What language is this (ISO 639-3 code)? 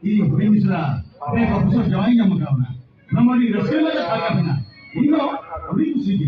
sat